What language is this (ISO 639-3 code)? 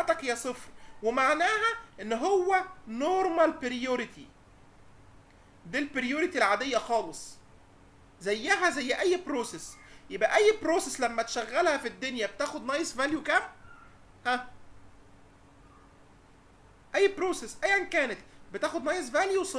arz